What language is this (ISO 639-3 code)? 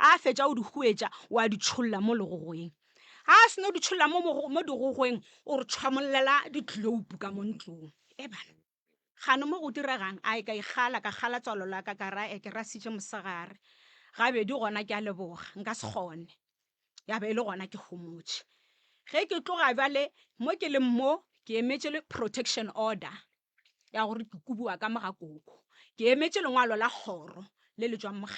nso